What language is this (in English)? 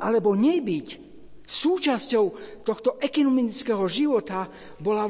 Slovak